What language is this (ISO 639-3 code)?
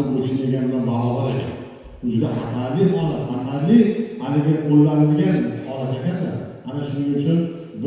uzb